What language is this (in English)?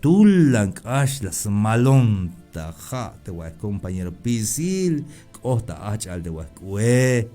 Tzeltal